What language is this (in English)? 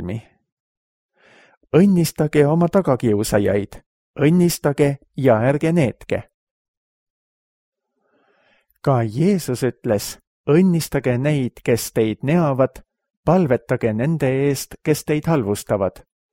Estonian